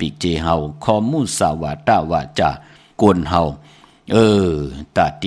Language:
Shan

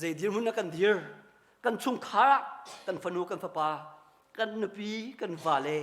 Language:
Hakha Chin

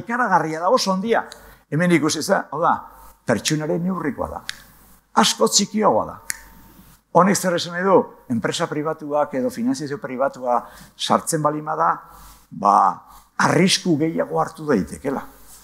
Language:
Basque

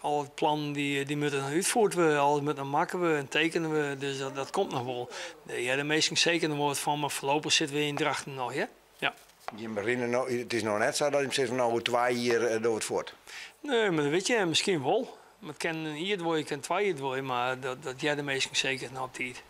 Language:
Western Frisian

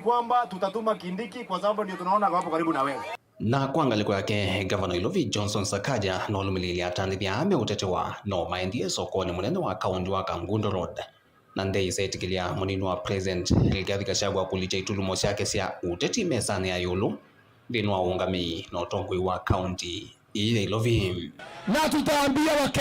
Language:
Kamba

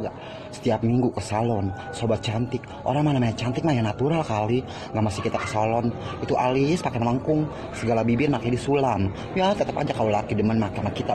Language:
Betawi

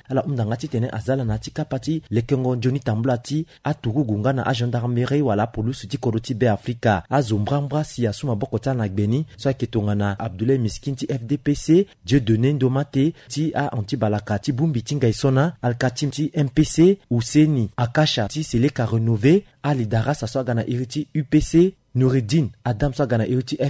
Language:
Sango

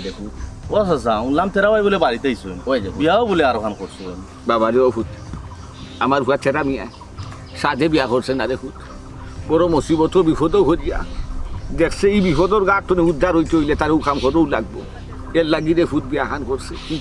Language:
Sylheti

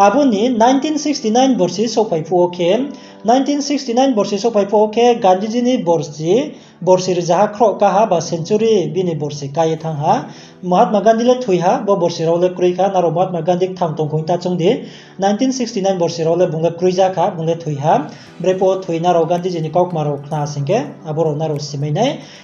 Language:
Riang (India)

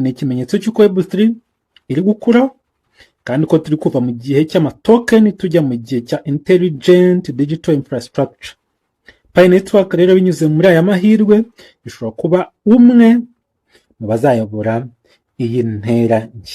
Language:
Kinyarwanda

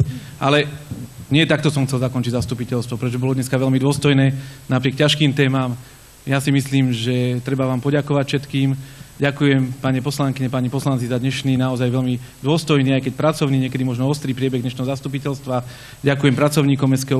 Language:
Slovak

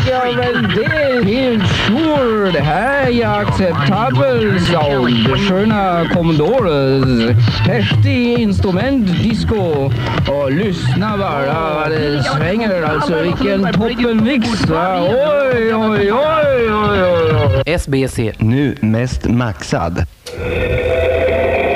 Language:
Swedish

